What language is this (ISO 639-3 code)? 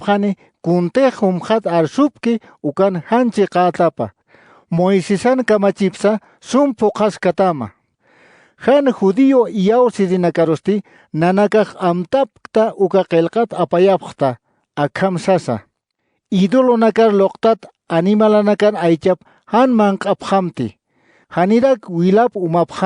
aym